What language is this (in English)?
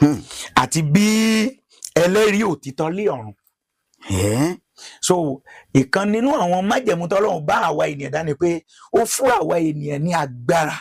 Yoruba